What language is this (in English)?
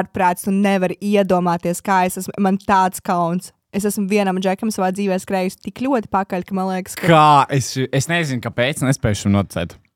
Latvian